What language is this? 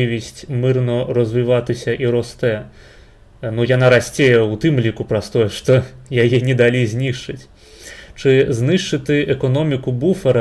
Belarusian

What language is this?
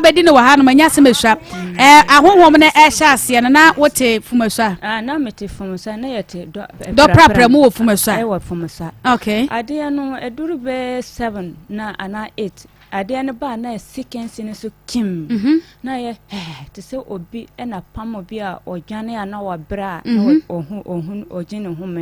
Akan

